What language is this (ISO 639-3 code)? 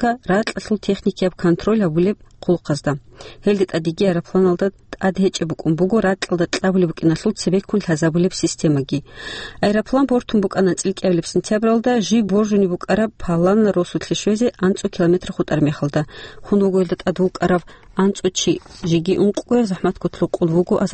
ava